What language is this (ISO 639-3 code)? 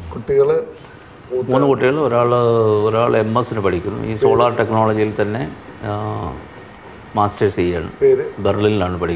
mal